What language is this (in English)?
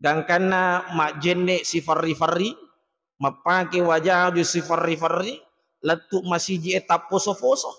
Buginese